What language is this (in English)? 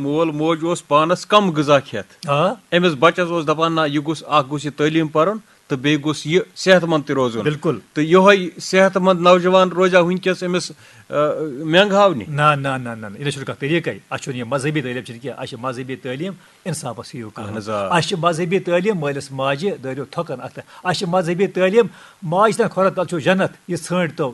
Kashmiri